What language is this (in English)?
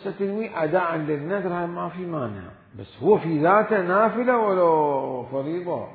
Mesopotamian Arabic